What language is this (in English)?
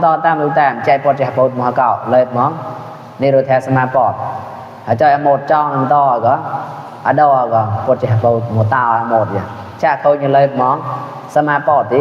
Mon